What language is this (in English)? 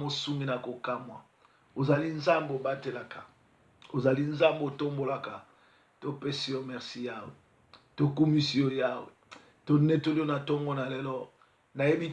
Lingala